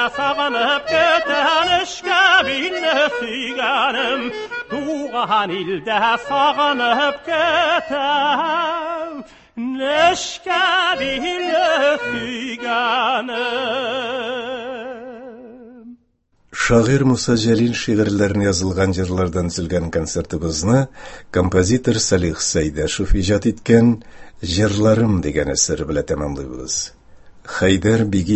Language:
Tatar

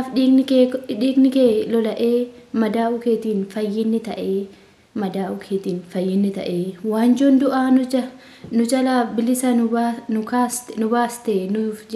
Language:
Oromo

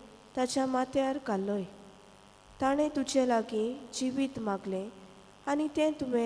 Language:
Konkani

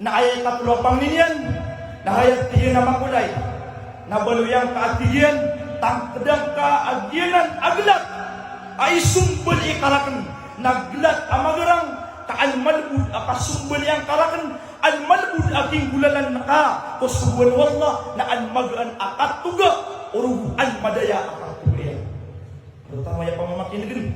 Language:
Maranao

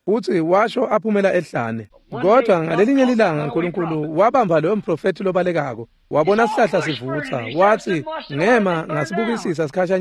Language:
Swati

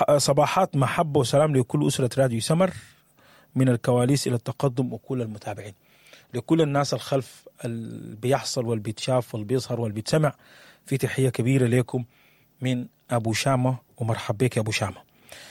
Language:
Sudanese Arabic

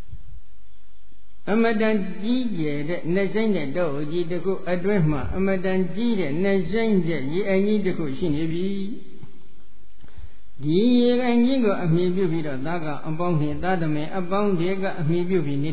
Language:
Burmese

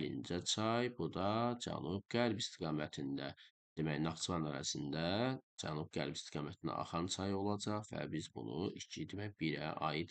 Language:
Azerbaijani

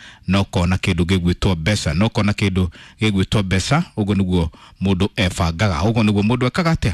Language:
Kikuyu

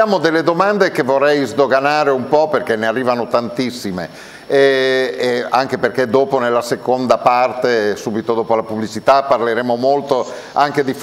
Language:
Italian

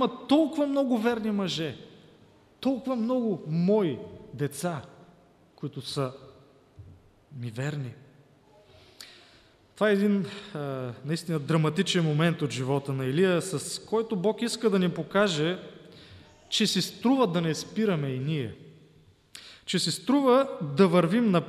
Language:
Bulgarian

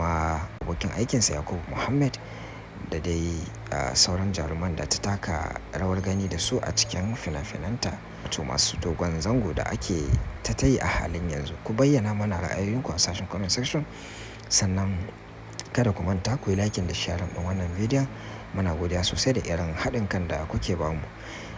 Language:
Hausa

